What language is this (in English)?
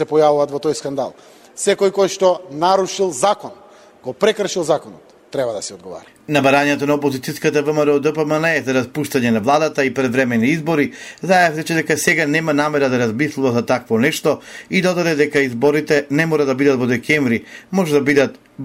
Macedonian